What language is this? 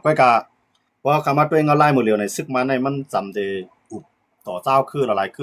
Shan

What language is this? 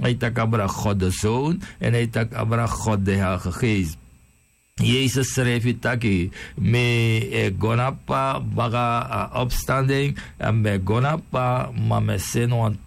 Sranan Tongo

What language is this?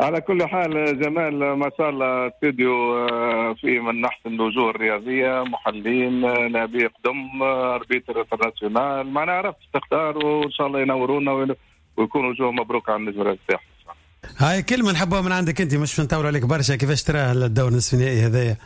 Tunisian Arabic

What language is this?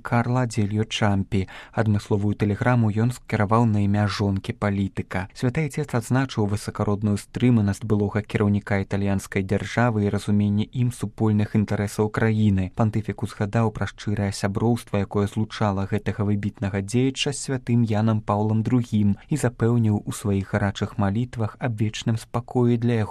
Belarusian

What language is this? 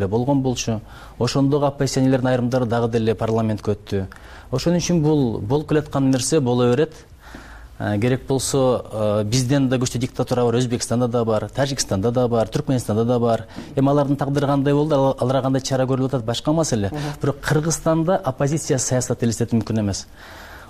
Kyrgyz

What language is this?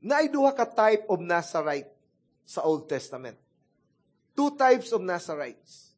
Cebuano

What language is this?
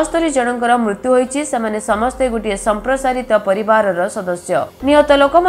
Odia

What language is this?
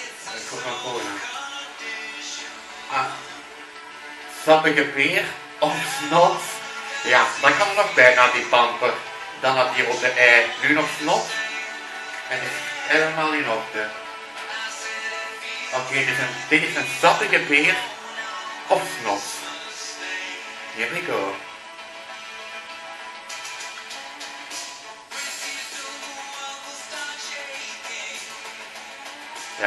Dutch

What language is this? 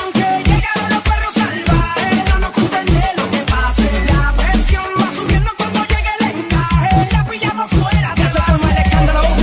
Spanish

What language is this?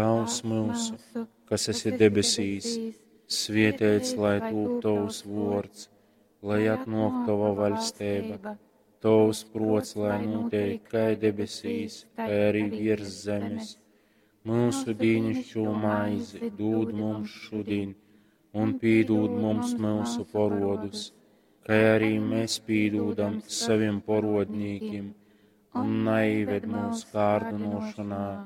Latgalian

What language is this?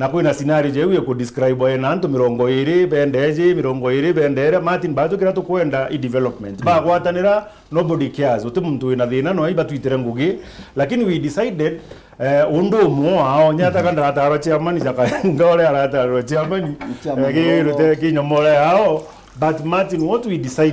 Meru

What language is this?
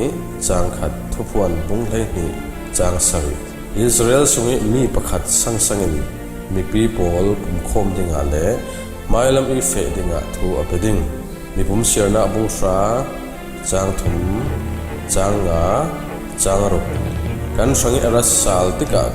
Falam Chin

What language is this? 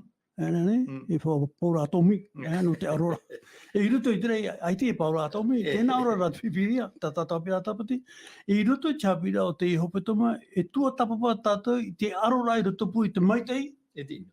Tahitian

